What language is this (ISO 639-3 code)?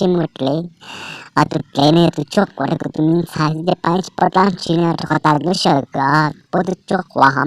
hmn